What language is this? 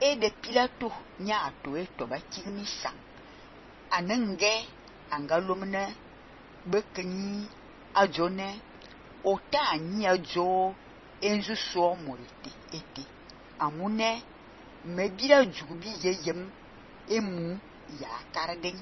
Fang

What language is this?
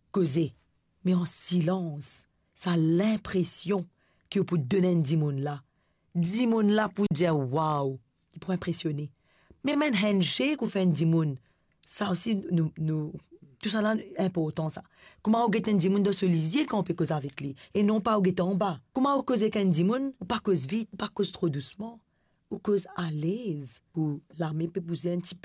Morisyen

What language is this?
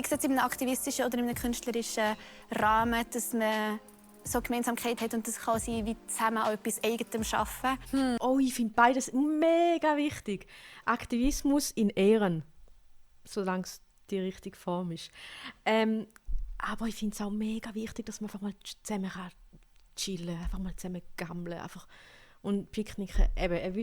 Swiss German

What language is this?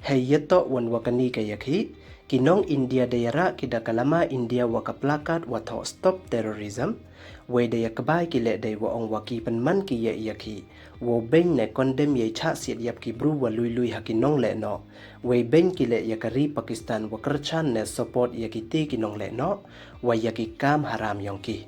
Pnar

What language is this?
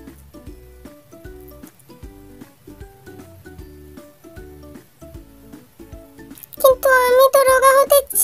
Bangla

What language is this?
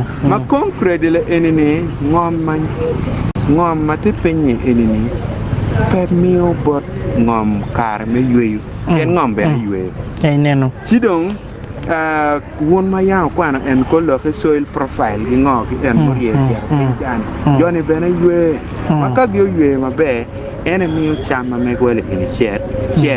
Acoli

